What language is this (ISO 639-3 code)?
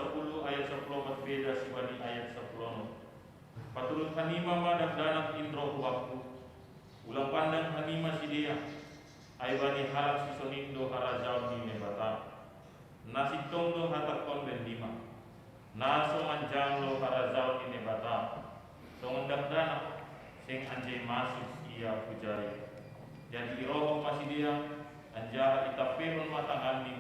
bts